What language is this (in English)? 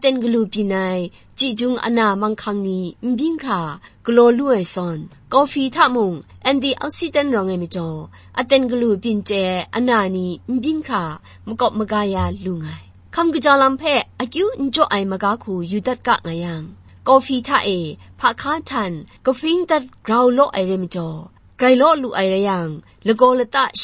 Kachin